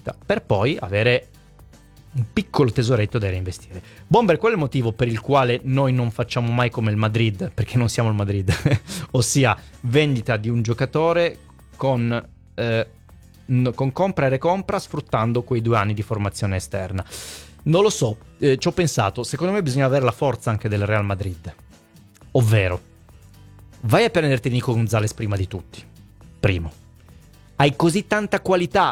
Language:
Italian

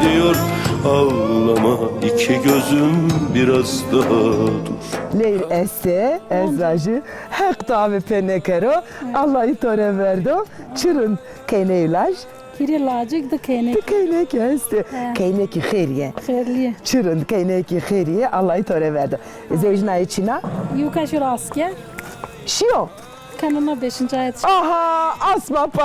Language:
Zaza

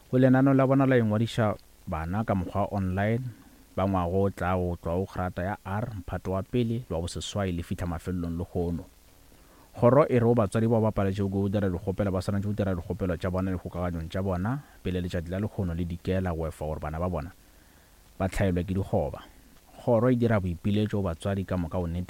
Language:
Northern Sotho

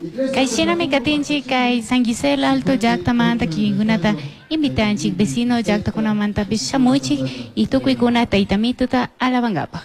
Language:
Chimborazo Highland Quichua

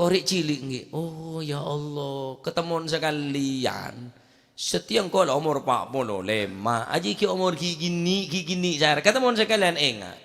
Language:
Madurese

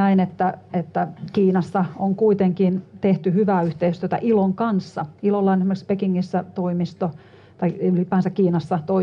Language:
Finnish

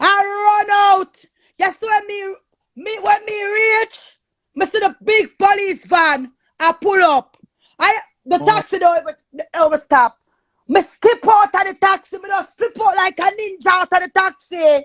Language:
Jamaican Creole English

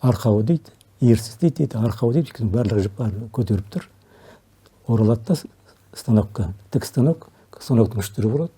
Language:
Kazakh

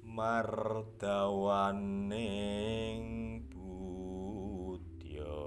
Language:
Javanese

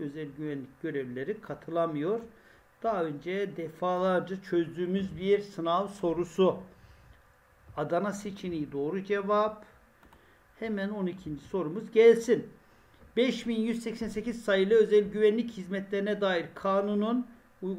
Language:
Turkish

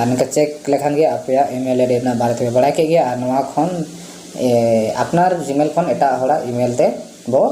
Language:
Santali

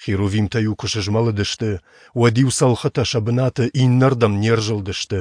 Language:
Ossetic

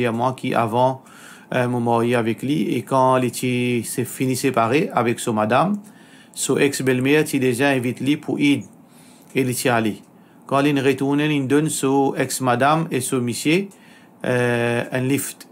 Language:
Morisyen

